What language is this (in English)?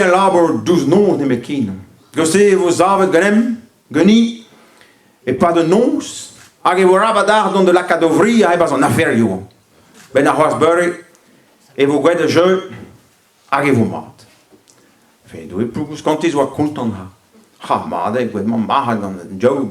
Breton